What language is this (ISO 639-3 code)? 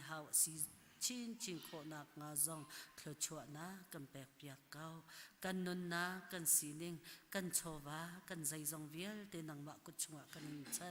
cnh